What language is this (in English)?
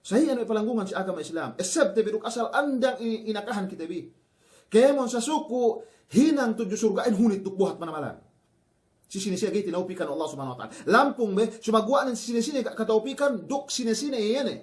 Yakan